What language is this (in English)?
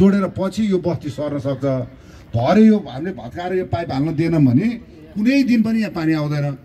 Nepali